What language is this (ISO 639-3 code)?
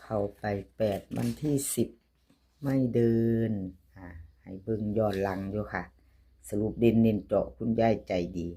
tts